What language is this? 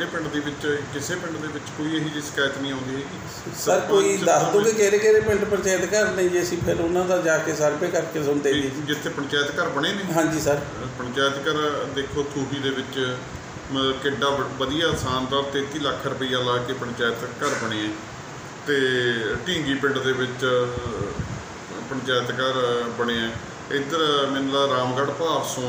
Punjabi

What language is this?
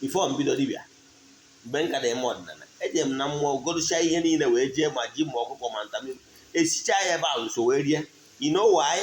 Igbo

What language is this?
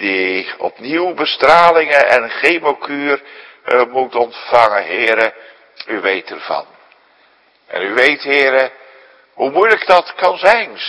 Dutch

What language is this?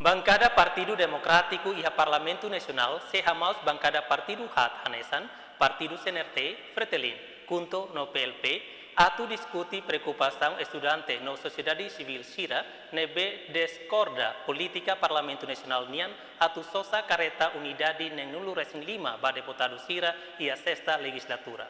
Tetum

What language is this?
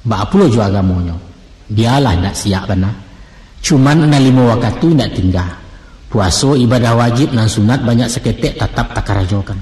Minangkabau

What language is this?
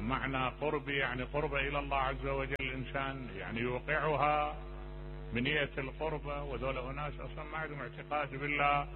Mesopotamian Arabic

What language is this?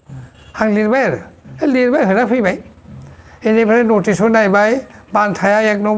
Bodo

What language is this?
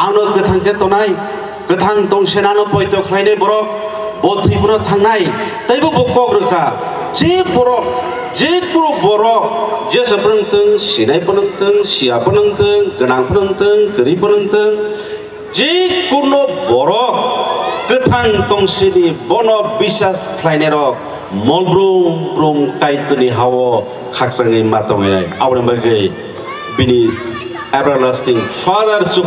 Kok Borok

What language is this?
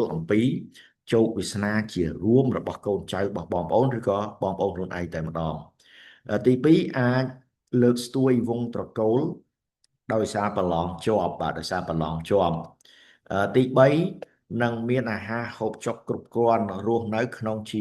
Khmer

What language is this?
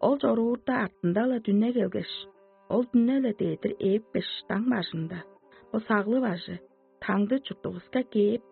Tuvinian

